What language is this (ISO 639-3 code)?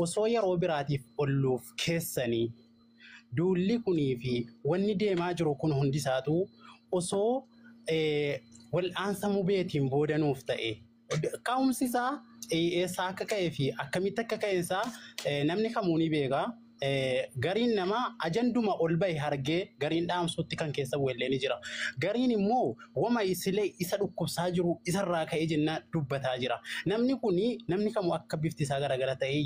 orm